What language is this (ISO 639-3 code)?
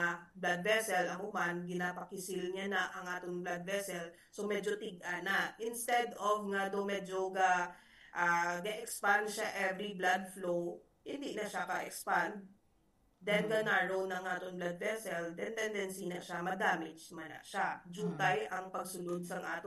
hil